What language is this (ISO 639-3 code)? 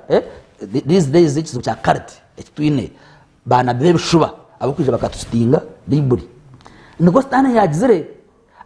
nyn